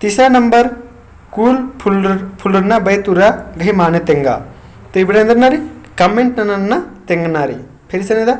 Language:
Kurukh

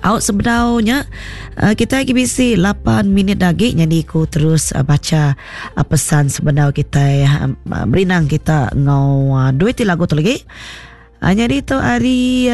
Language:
Iban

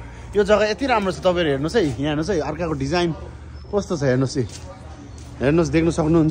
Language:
Nepali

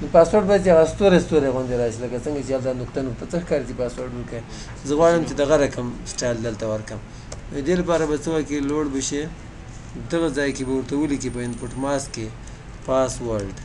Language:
Pashto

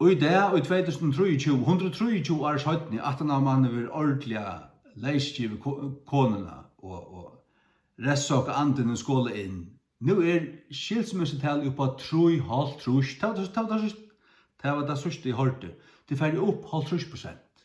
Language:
Faroese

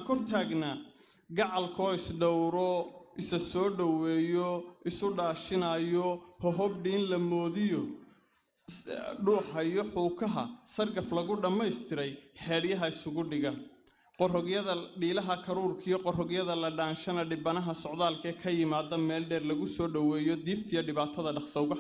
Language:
Somali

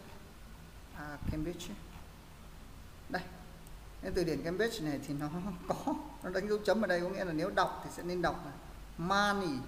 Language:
Vietnamese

